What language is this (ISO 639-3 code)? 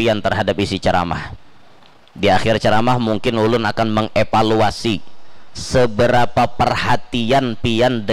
bjn